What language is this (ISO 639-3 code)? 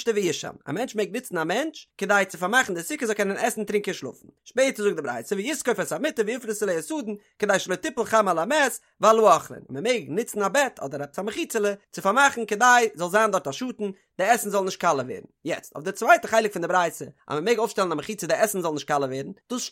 yid